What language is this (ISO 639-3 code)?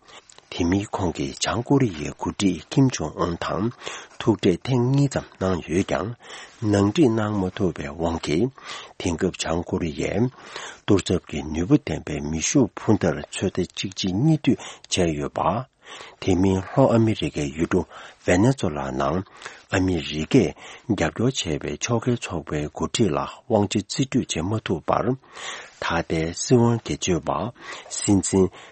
bod